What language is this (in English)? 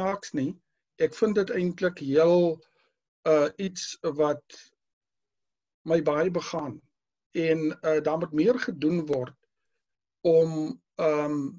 Afrikaans